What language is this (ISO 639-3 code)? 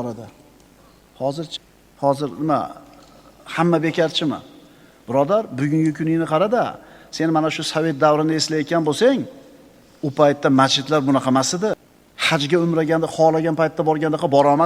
uzb